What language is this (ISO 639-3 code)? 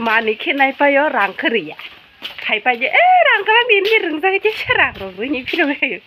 trp